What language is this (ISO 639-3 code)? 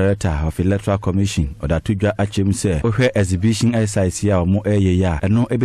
aka